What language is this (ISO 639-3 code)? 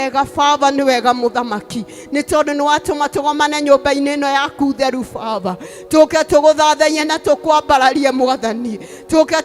kik